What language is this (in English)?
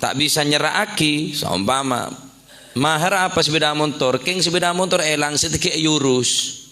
Madurese